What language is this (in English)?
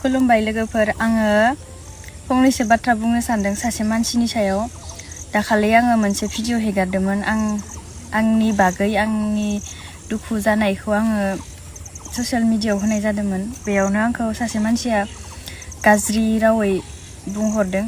Bodo